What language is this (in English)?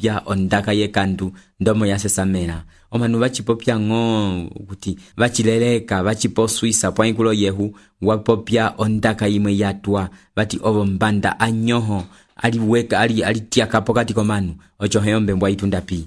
Umbundu